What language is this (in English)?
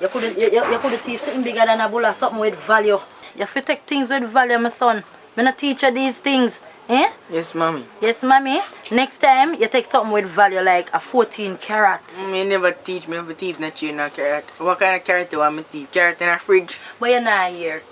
Jamaican Creole English